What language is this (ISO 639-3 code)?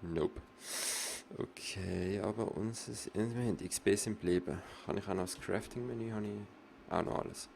gsw